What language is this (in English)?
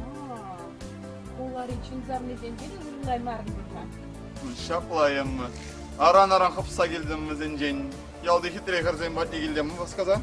Chuvash